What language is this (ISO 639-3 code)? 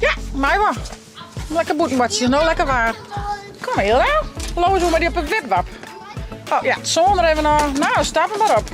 fry